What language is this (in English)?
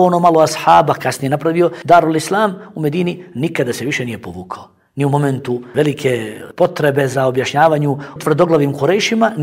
Bosnian